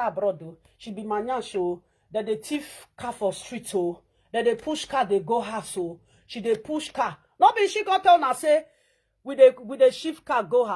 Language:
Nigerian Pidgin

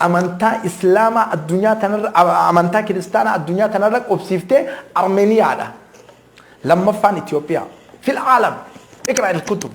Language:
Oromo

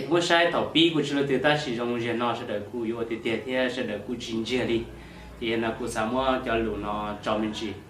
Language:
Hmong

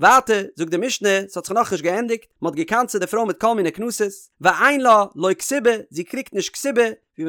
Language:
Yiddish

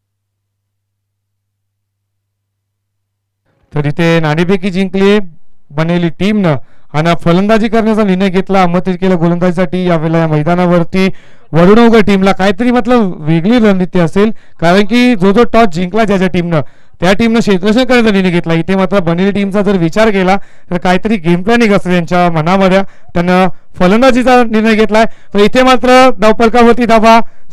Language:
Marathi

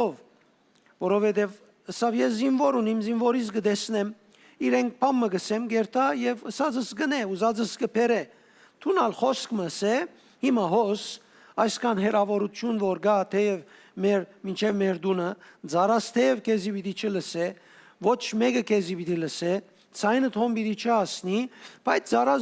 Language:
Western Armenian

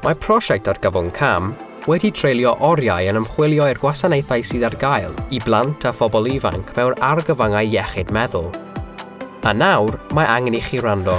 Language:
Welsh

